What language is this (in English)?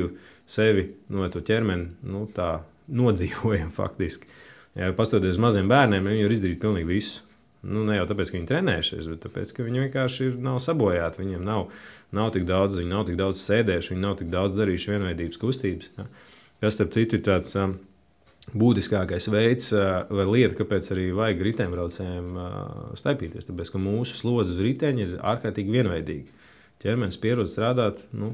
Latvian